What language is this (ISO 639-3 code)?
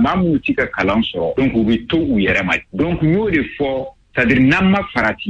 bam